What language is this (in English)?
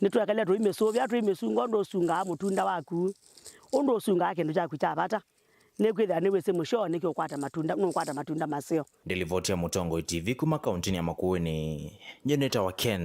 Kamba